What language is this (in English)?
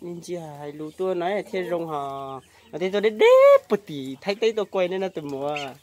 Hmong